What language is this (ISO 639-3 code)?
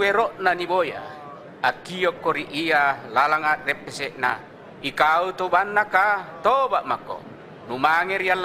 mak